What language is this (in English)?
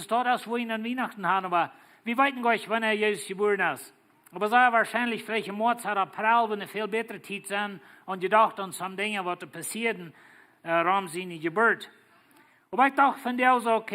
Plautdietsch